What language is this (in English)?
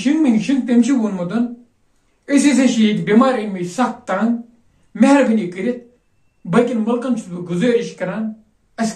Kashmiri